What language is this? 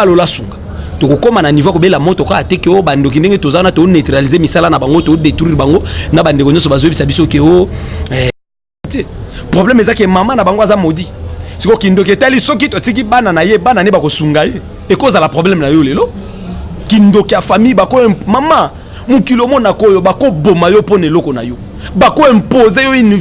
Lingala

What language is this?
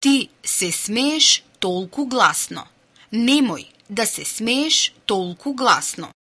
Macedonian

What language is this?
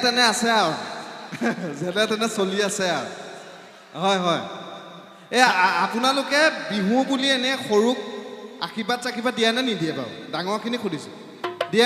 Assamese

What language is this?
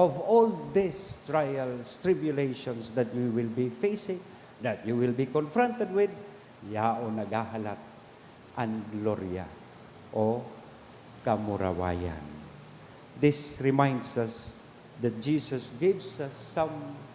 Bikol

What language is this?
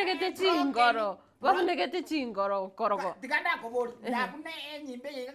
Gusii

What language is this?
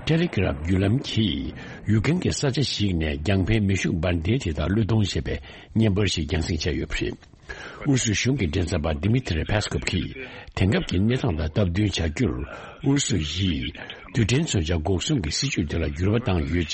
Tibetan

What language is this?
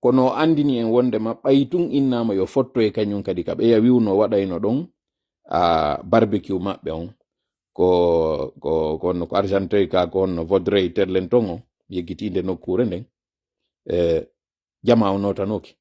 Fula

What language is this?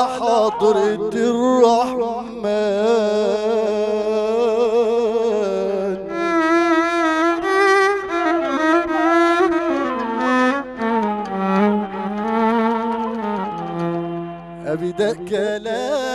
Egyptian Arabic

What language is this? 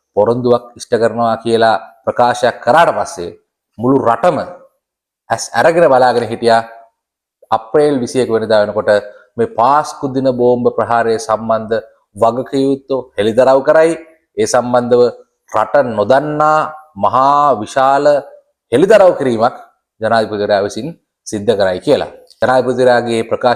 Sinhala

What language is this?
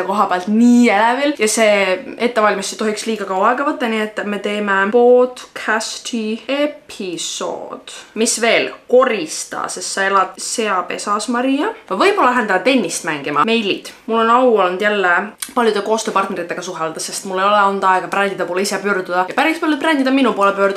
Estonian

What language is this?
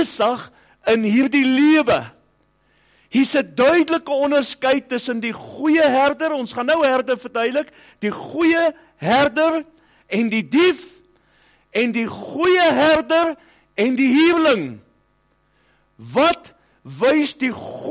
Afrikaans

